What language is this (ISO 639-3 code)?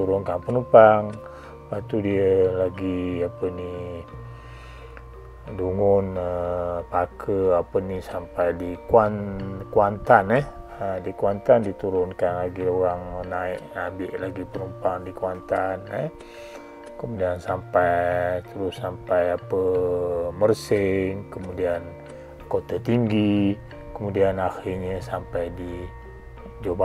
msa